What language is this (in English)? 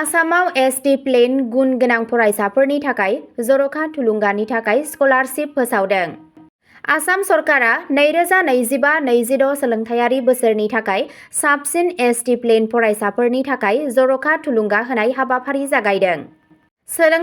Bodo